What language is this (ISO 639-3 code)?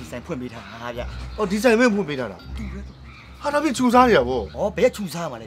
mya